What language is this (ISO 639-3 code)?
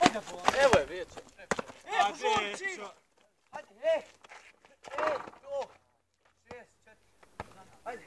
bos